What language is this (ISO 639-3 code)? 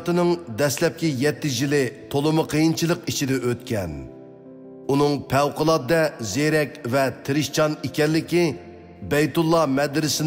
uig